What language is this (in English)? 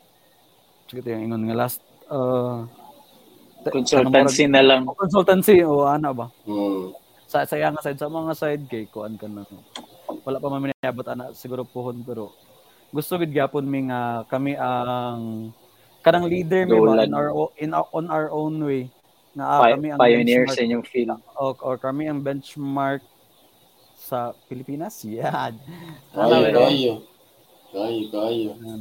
Filipino